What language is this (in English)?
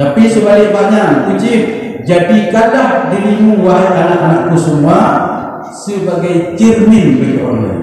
Achinese